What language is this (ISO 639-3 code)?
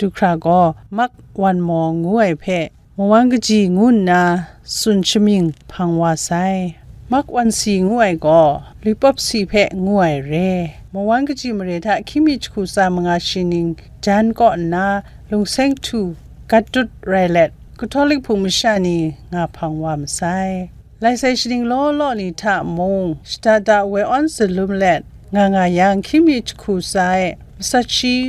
kac